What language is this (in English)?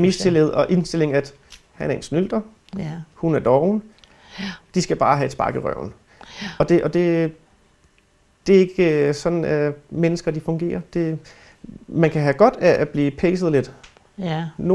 Danish